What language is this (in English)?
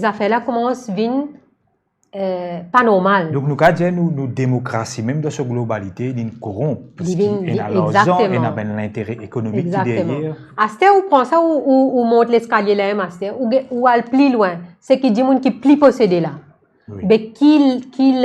Morisyen